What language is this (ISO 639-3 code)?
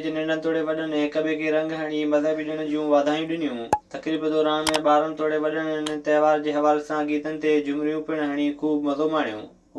snd